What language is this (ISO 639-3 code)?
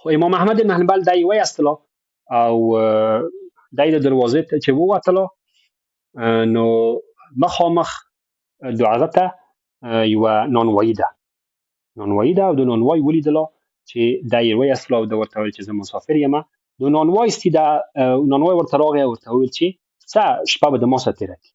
pus